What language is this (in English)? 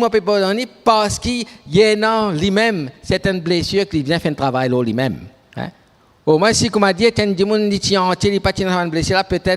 Morisyen